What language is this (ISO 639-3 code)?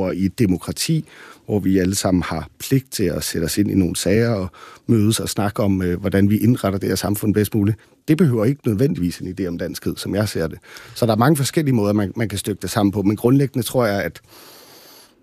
dan